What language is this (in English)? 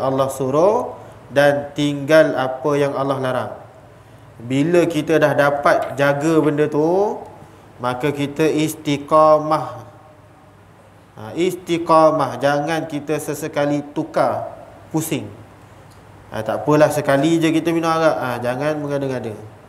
Malay